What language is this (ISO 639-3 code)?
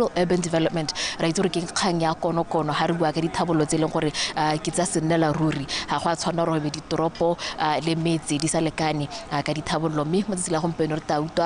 tsn